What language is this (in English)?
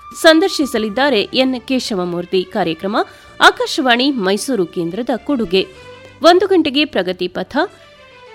Kannada